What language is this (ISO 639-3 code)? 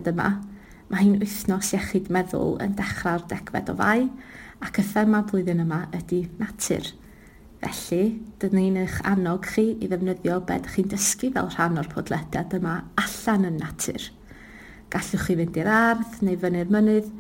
cym